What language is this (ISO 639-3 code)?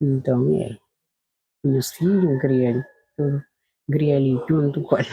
kea